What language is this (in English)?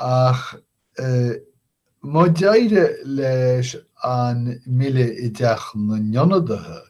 Irish